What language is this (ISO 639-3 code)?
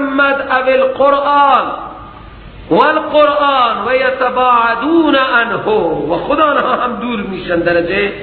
fas